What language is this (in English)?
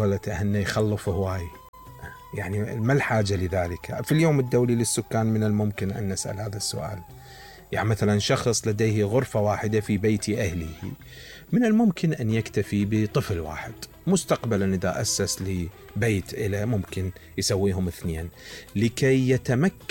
Mesopotamian Arabic